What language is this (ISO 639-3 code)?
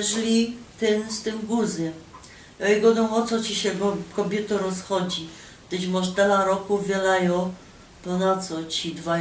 szl